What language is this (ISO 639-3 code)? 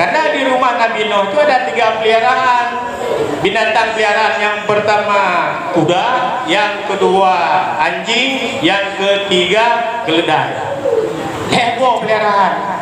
ace